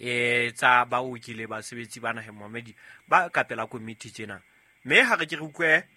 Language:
Southern Sotho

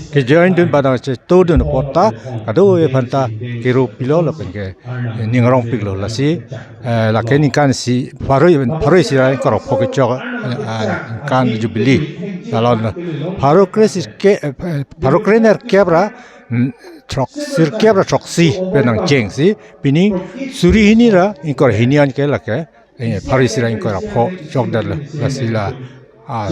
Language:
Karbi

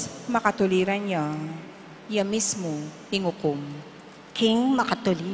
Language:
Pampanga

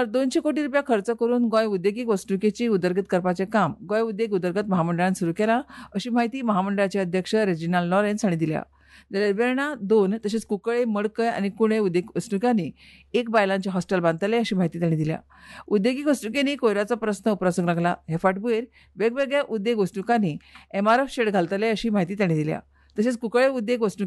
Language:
Konkani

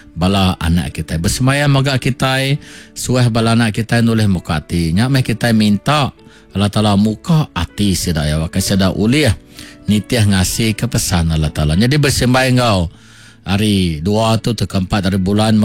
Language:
Iban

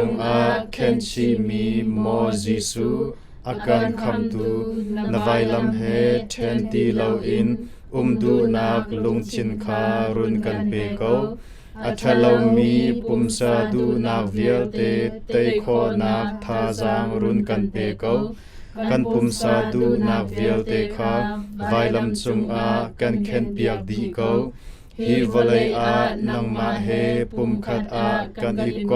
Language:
Hakha Chin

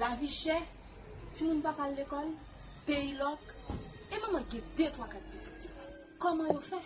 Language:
Haitian Creole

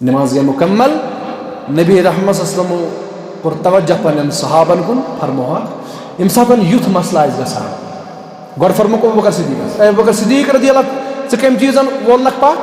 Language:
Kashmiri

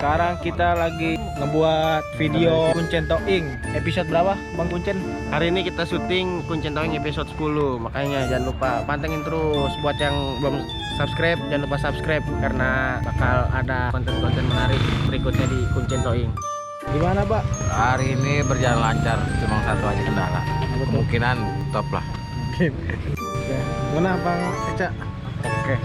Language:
Betawi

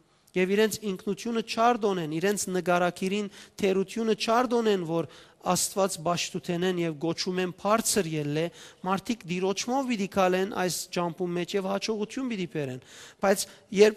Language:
Western Armenian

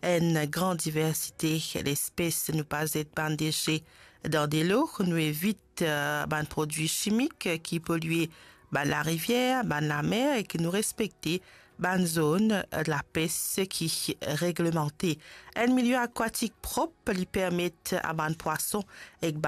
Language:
Morisyen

